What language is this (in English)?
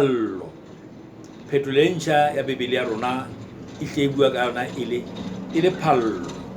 Southern Sotho